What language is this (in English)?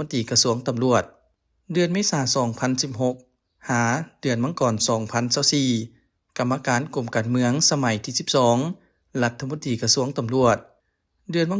Lao